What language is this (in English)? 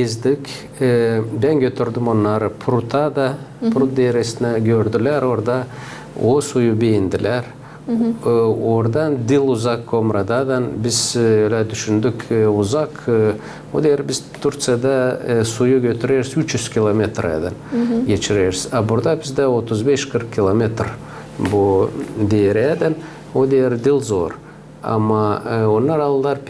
Gagauz